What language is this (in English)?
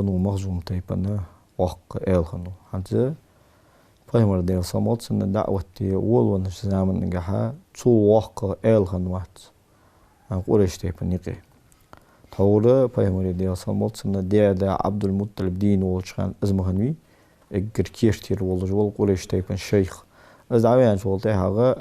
Ingush